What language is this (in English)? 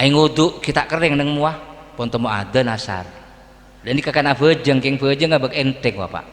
Madurese